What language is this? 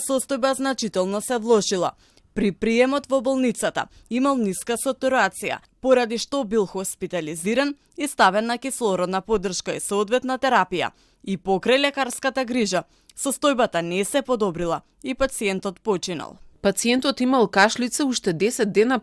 Macedonian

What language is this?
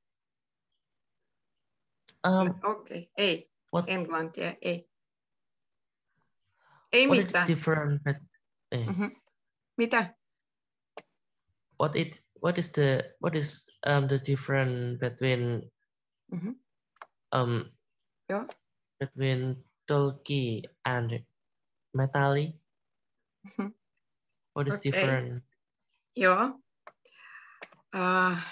Finnish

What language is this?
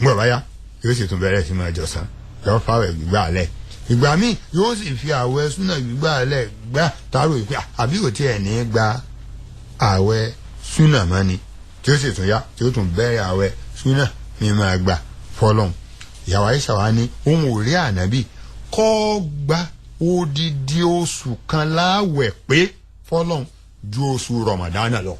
Yoruba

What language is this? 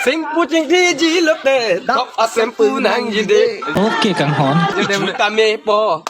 Karbi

